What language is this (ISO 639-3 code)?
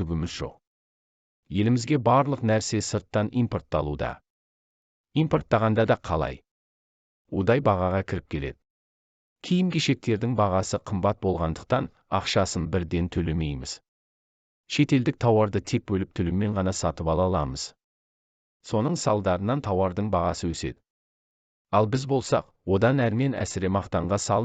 kaz